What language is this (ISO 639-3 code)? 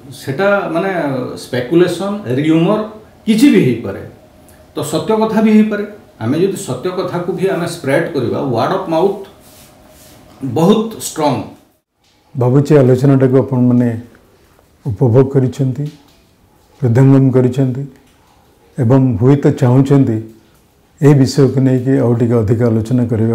ori